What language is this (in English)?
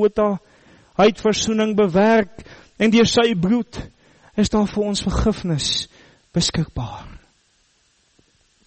Afrikaans